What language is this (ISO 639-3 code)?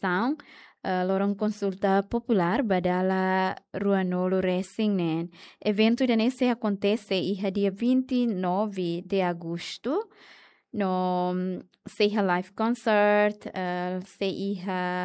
tet